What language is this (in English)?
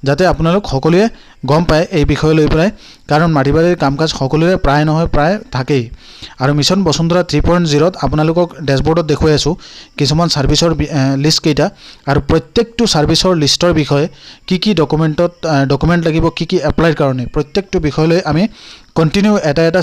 Assamese